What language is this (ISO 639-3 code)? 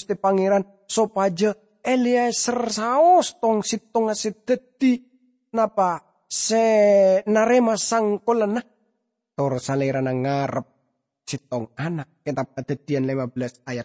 mad